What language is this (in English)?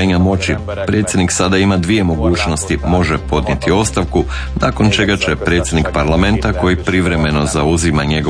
Croatian